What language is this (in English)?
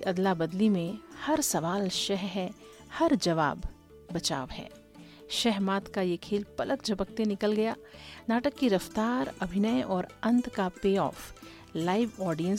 Hindi